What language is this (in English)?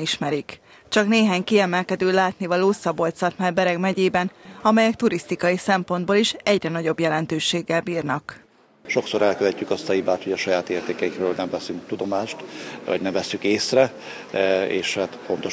Hungarian